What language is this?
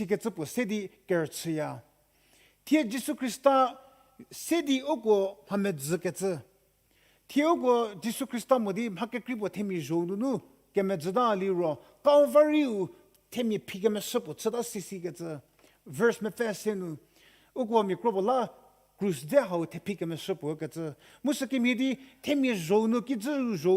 Angami Naga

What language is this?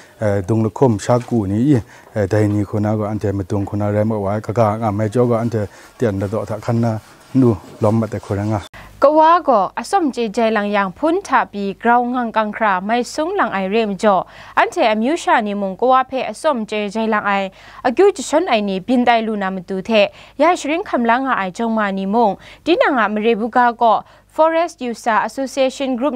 Kachin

